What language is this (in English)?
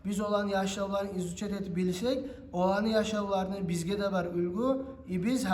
Kumyk